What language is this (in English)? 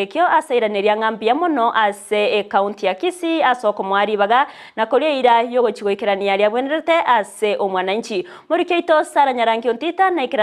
Gusii